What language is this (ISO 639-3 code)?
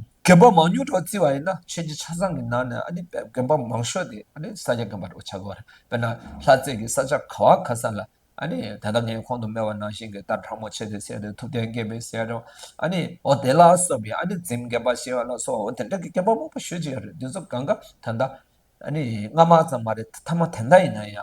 bod